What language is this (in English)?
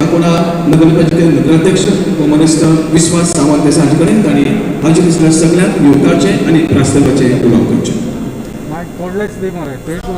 Konkani